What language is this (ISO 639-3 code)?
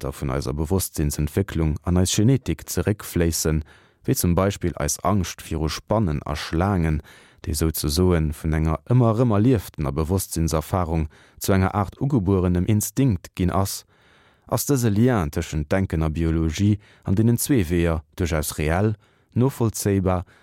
ltz